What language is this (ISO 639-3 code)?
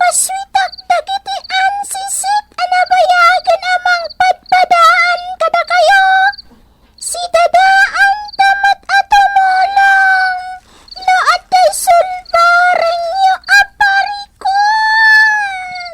ilo